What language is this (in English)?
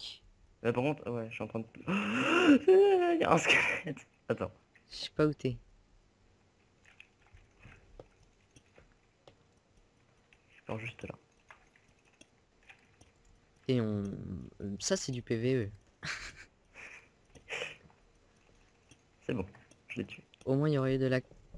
French